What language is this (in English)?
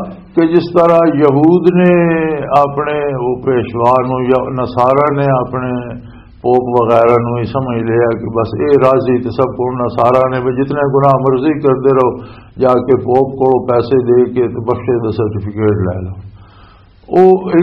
Western Panjabi